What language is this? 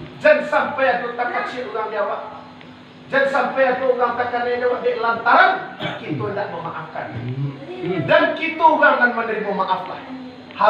Minangkabau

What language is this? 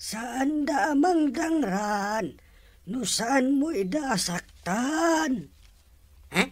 Iloko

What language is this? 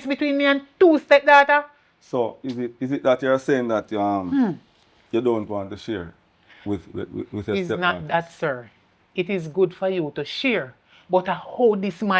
Jamaican Creole English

